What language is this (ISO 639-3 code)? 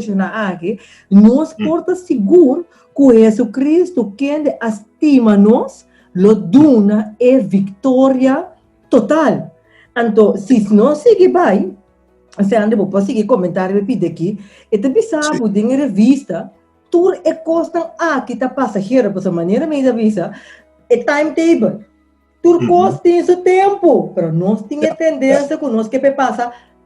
pap